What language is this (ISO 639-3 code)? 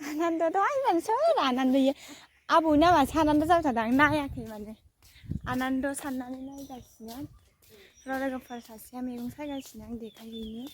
brx